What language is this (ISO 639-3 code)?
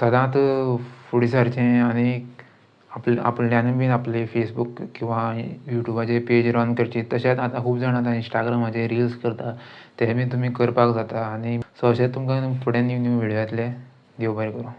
kok